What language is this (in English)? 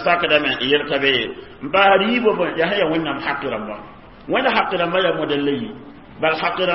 Mossi